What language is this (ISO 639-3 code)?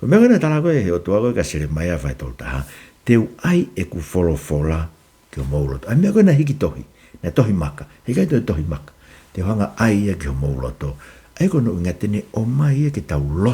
ton